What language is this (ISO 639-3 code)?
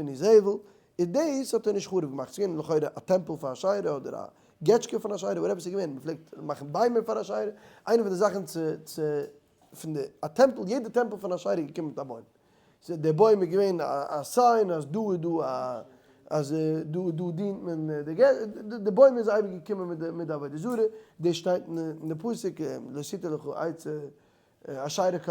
yid